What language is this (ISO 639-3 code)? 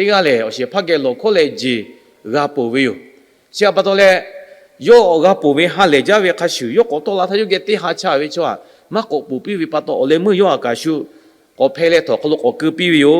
lhu